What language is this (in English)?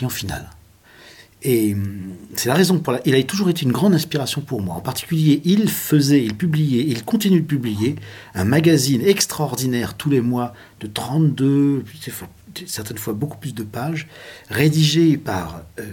French